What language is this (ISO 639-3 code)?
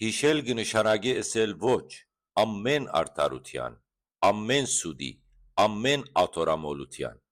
hyw